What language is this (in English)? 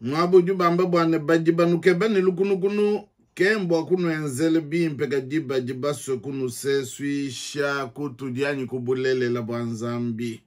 Luba-Lulua